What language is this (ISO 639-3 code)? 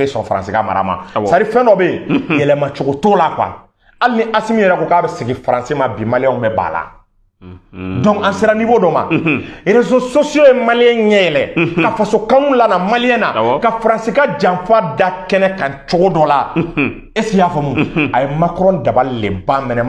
bam